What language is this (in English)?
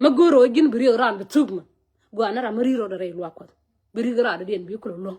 Nuer